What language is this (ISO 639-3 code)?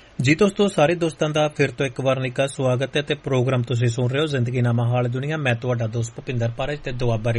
pan